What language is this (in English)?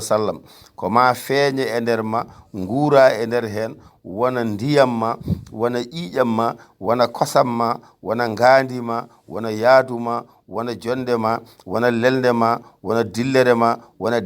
Fula